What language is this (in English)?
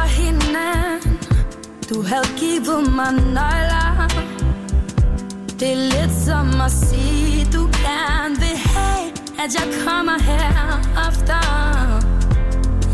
Danish